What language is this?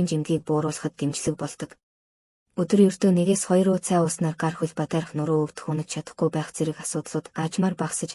Mongolian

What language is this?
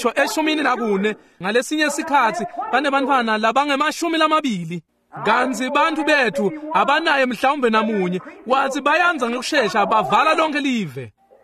Swati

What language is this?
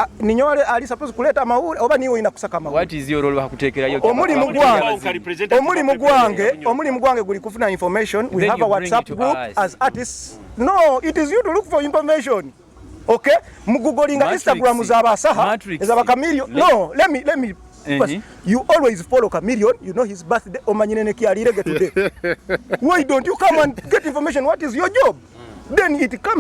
Nyoro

